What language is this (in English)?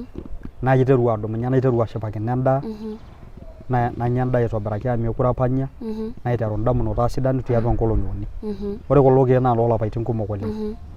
Masai